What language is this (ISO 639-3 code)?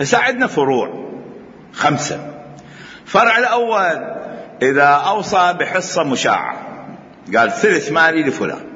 acm